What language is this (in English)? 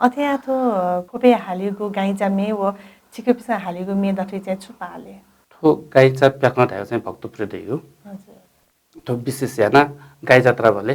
Newari